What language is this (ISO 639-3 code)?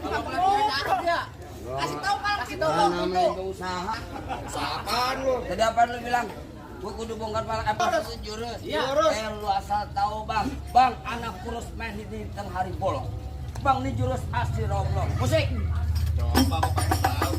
bew